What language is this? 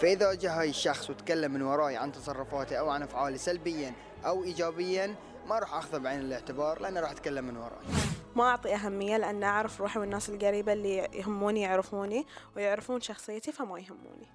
Gulf Arabic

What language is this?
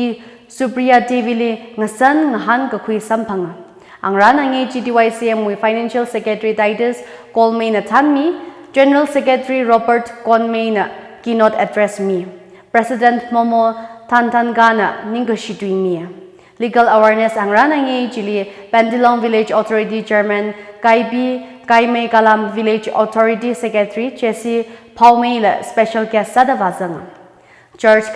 Tangkhul Naga (India)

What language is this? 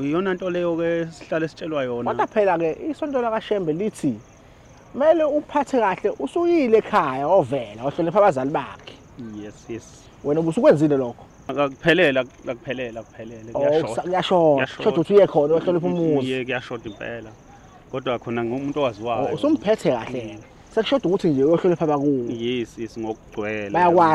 Zulu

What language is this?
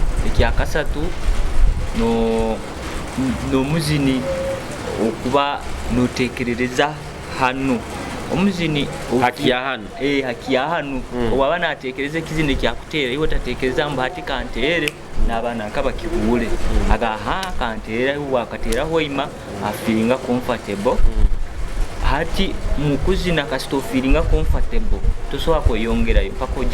Nyoro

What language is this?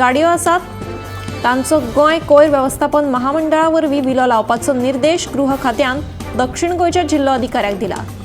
Konkani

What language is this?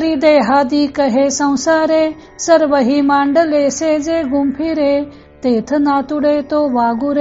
Marathi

